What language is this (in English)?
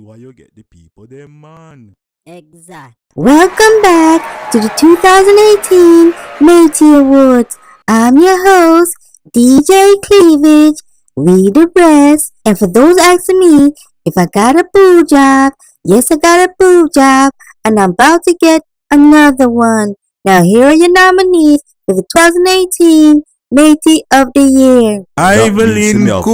Jamaican Creole English